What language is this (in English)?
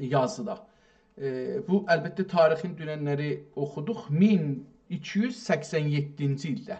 South Azerbaijani